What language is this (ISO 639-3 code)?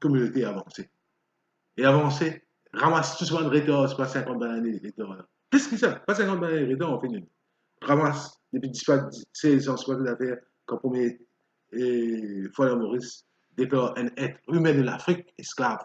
mfe